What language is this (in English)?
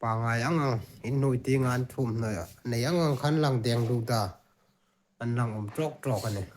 Hmar